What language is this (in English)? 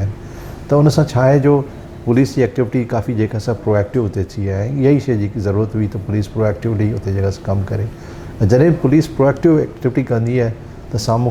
Sindhi